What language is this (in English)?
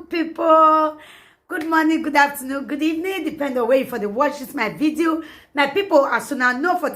Nigerian Pidgin